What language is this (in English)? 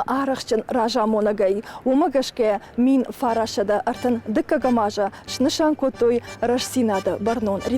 Ossetic